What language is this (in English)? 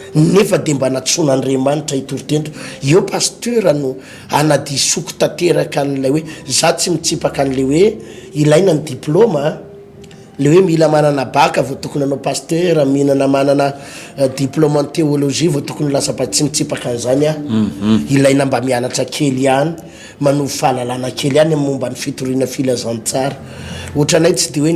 Malagasy